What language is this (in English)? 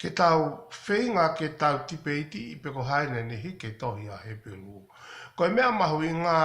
Tongan